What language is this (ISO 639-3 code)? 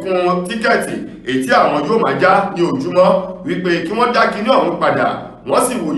yor